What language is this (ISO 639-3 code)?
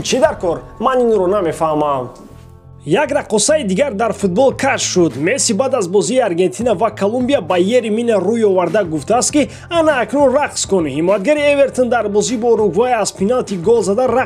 tgk